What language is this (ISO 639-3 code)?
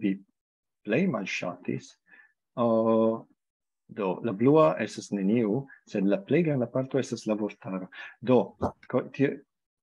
epo